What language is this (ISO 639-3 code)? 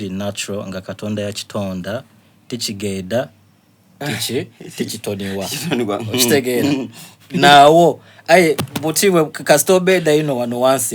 xog